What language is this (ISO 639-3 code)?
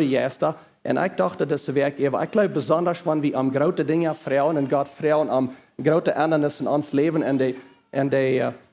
pdt